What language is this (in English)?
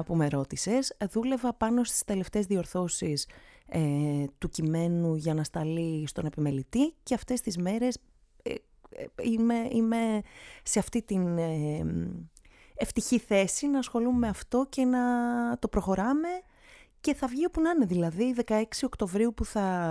Greek